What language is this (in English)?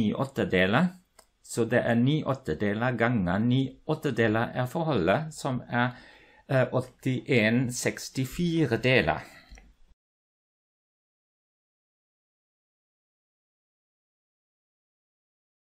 Norwegian